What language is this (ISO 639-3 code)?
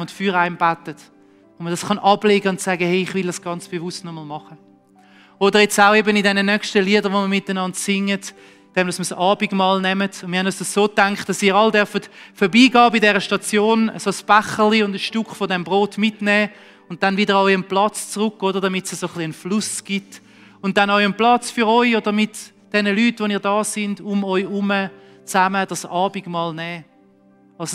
gsw